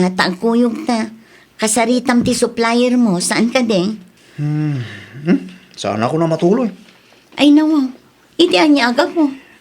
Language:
Iloko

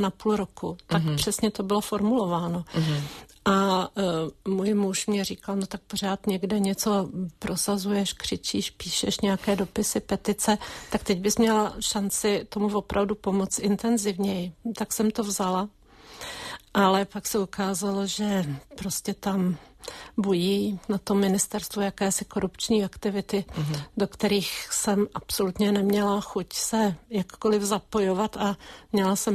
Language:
Czech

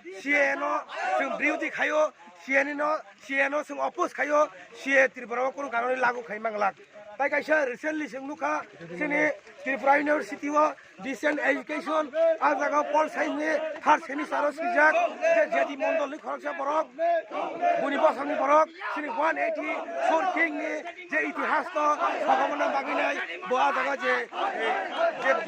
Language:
Kok Borok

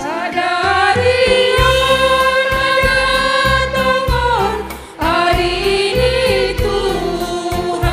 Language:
Batak Simalungun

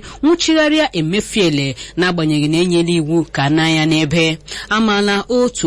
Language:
Igbo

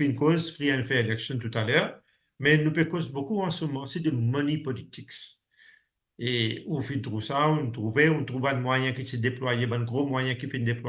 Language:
Morisyen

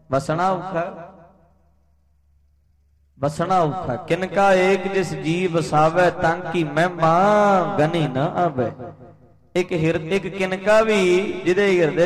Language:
Punjabi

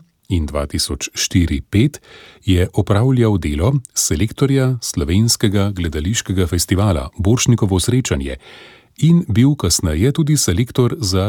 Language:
Slovenian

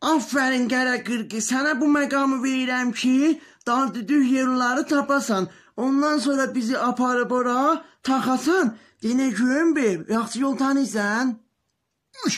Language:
South Azerbaijani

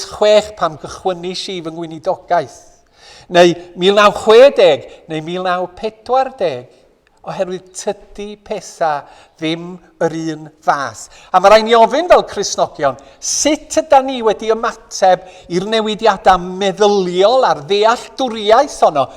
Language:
Welsh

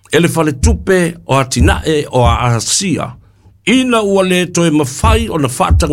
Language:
Samoan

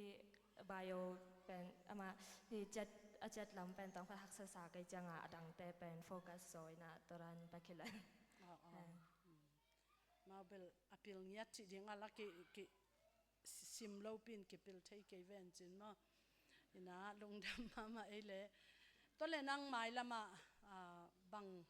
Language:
Tedim Chin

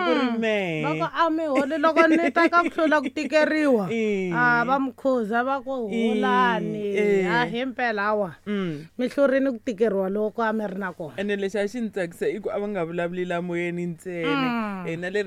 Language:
Tsonga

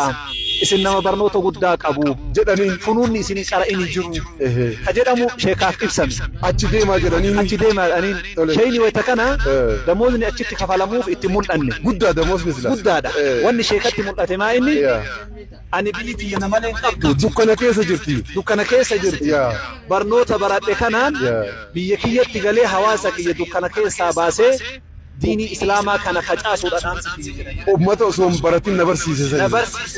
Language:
Oromo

